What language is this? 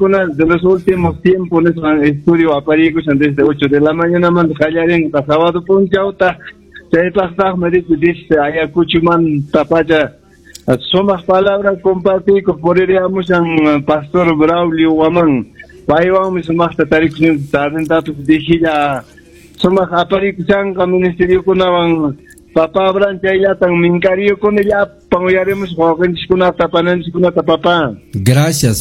Quechua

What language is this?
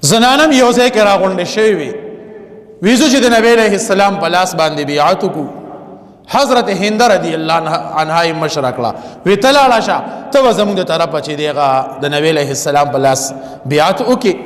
Pashto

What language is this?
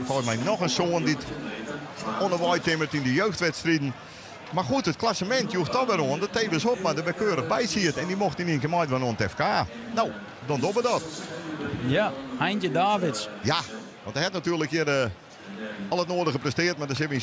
Western Frisian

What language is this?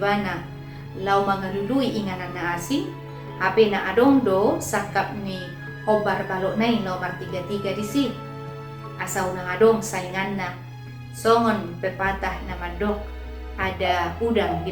Batak Toba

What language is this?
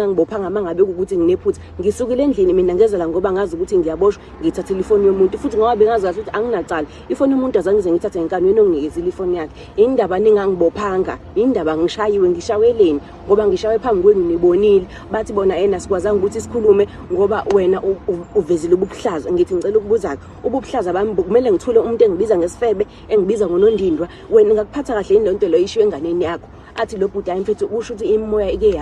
Zulu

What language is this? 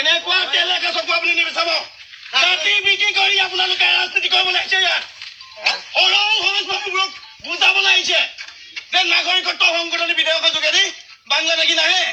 Assamese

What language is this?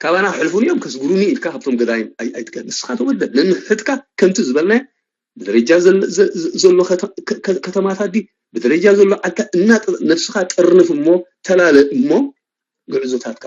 Tigrinya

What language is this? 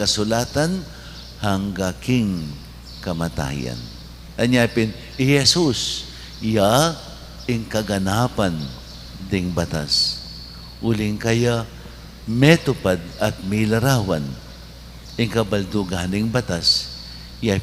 Pampanga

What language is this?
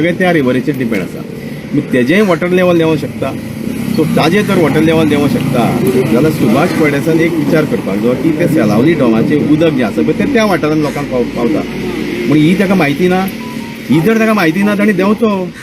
Konkani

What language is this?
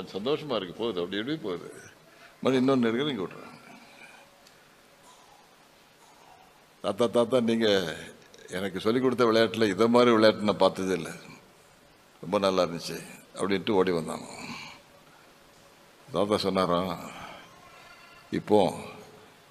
Tamil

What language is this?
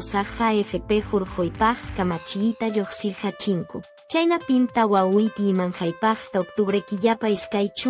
Quechua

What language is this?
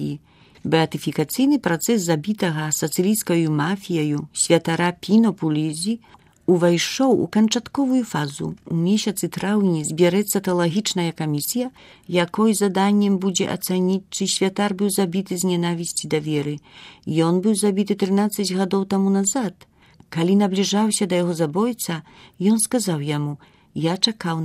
Belarusian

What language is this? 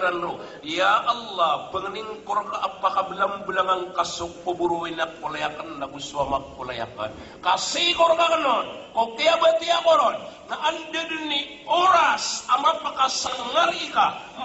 Maranao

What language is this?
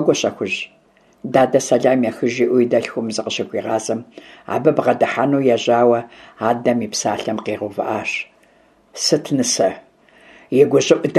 Kabardian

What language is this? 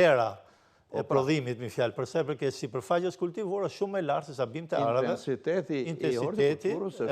Albanian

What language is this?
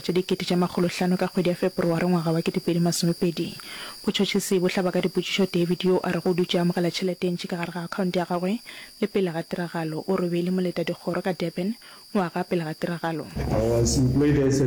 Northern Sotho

